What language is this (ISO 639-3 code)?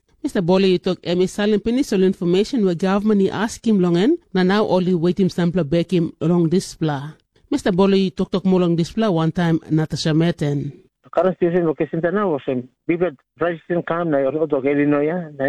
tpi